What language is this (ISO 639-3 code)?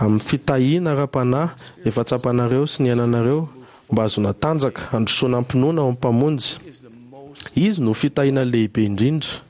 mlg